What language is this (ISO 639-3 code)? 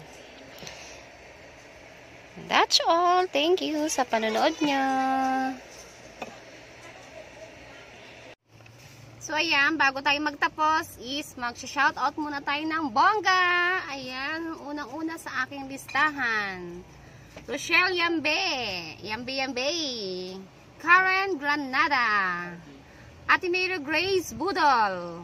fil